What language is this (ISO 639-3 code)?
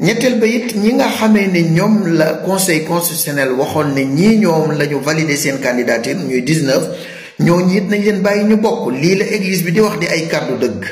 wol